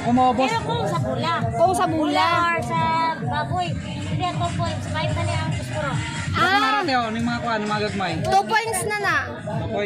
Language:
Hiligaynon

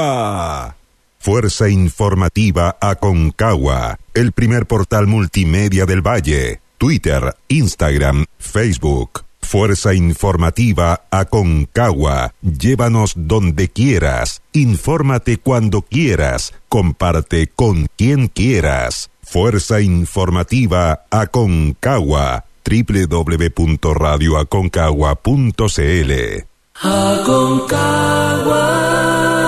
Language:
Spanish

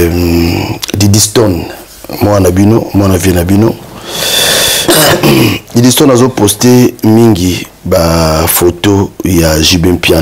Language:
Lingala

